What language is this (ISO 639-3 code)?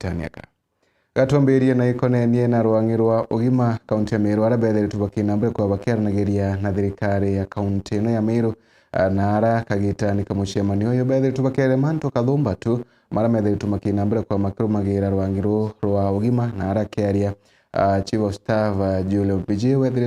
mer